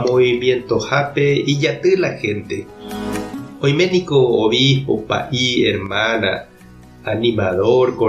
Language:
Guarani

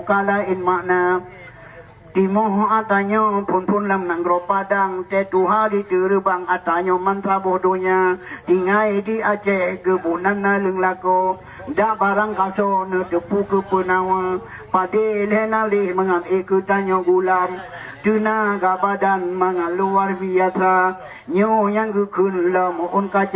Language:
Achinese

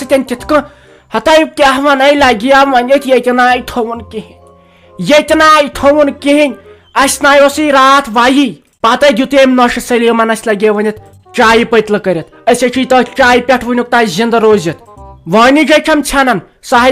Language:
Kashmiri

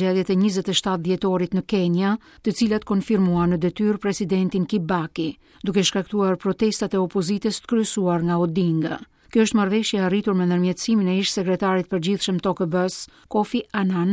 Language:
Albanian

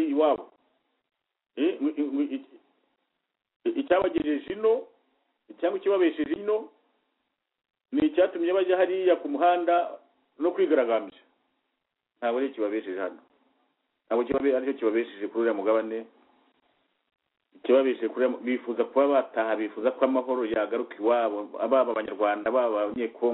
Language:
Kinyarwanda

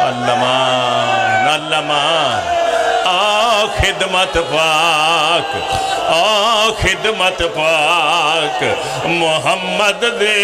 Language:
Pahari-Potwari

